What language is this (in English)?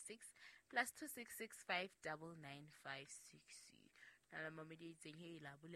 Southern Sotho